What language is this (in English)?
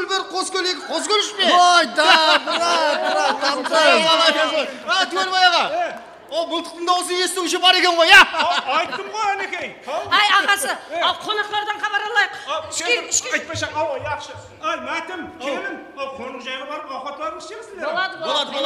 Kara-Kalpak